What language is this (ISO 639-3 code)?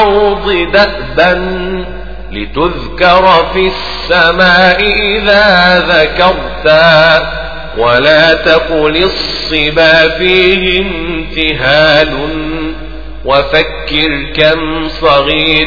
ara